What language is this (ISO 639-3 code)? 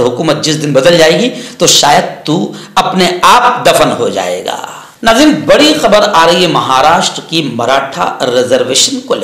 urd